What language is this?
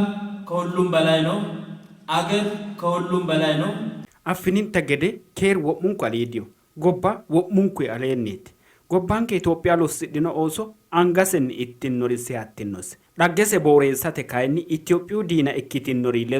Sidamo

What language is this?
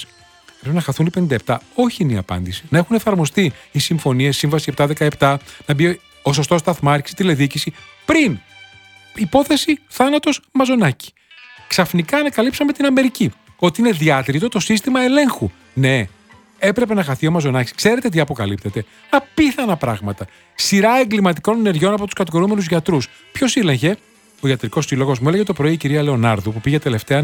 Greek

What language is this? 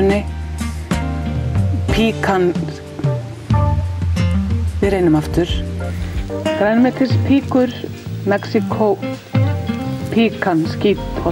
Icelandic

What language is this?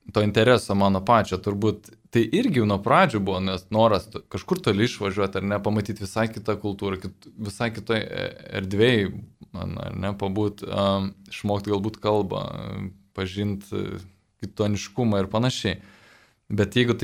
Lithuanian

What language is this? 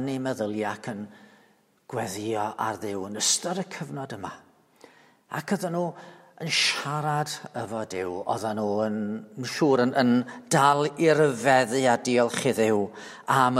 Welsh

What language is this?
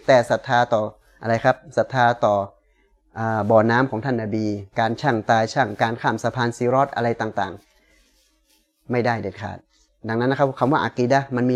Thai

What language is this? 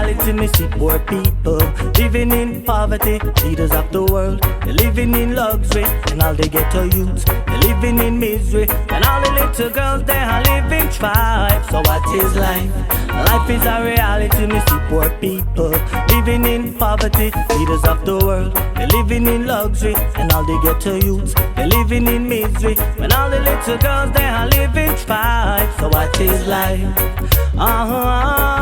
Jamaican Creole English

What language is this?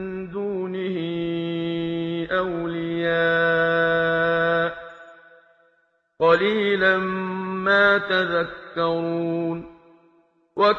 Arabic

